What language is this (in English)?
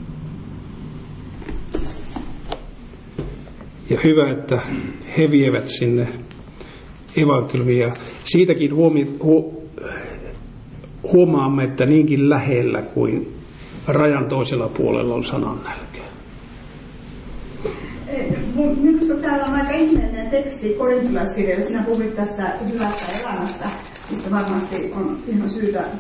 Finnish